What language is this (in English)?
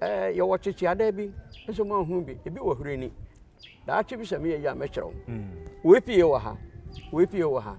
Akan